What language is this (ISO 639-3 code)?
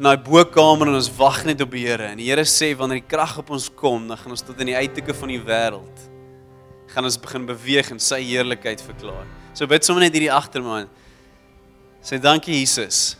afr